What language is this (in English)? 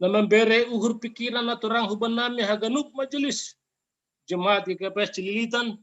Batak Simalungun